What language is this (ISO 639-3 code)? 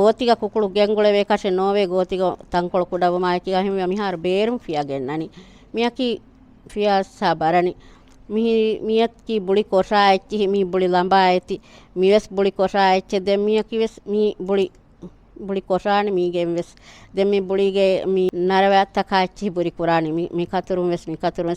div